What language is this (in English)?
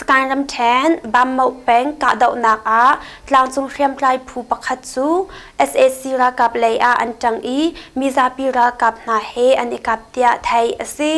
Hakha Chin